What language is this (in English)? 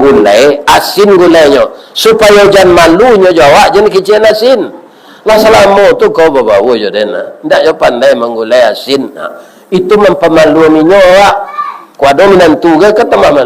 Minangkabau